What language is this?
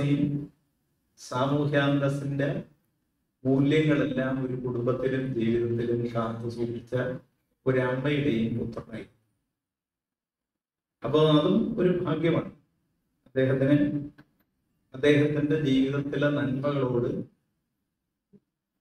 Malayalam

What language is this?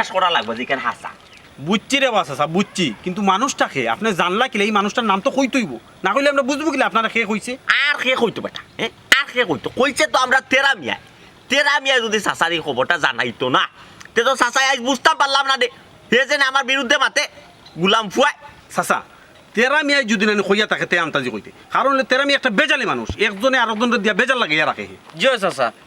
Sylheti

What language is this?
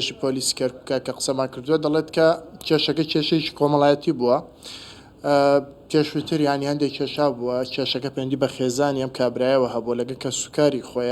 Central Kurdish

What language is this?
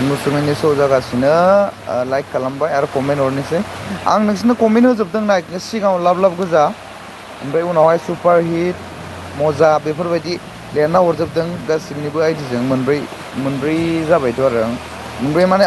Bodo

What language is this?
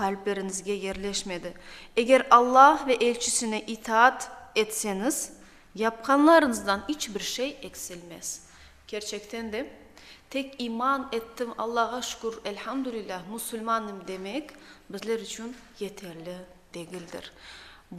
Crimean Tatar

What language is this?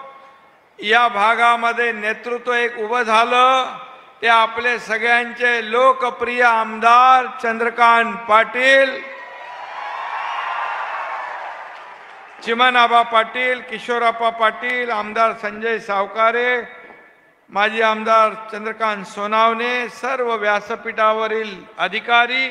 Marathi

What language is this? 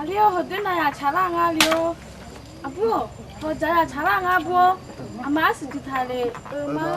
Akha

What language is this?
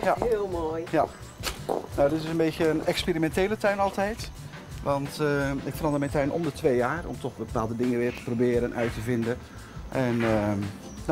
Dutch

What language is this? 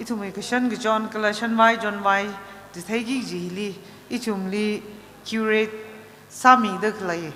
Tangkhul Naga (India)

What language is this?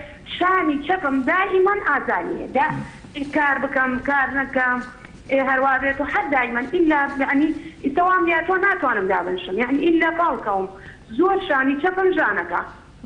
Central Kurdish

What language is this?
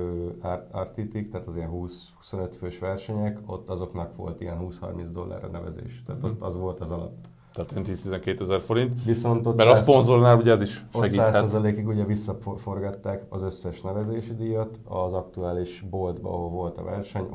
Hungarian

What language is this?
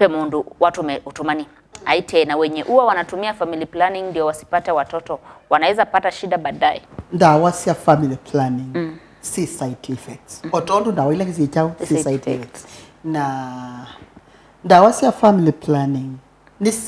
Kamba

